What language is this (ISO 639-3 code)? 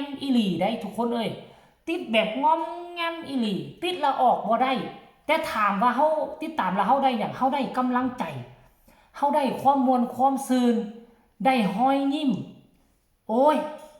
tts